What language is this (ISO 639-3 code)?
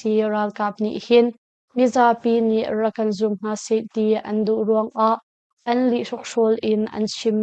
cnh